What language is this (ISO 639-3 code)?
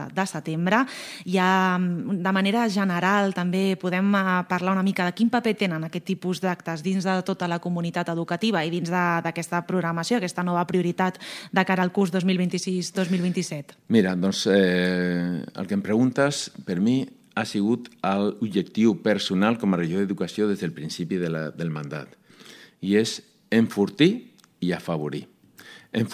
cat